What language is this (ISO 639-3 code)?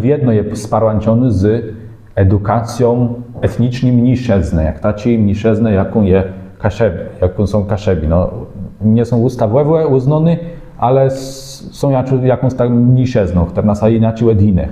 csb